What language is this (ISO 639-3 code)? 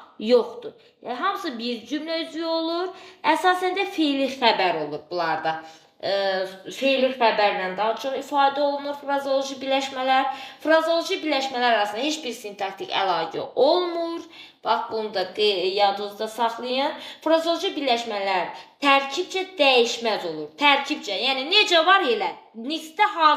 aze